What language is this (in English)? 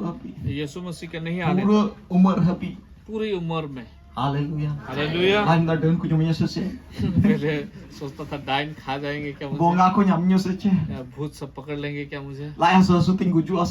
Santali